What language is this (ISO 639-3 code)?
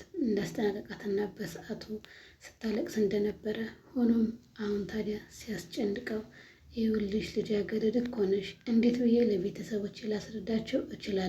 amh